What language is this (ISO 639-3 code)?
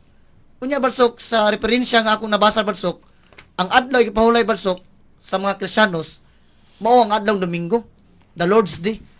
ceb